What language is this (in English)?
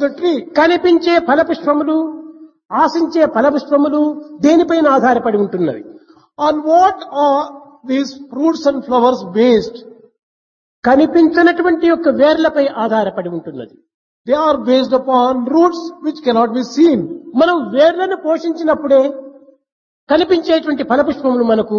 Telugu